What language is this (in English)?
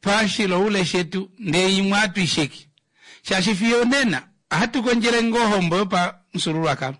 Kuanyama